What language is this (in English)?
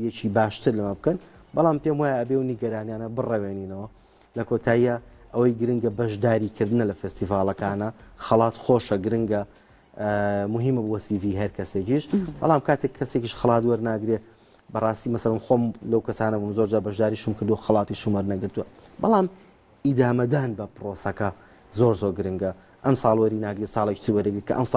Central Kurdish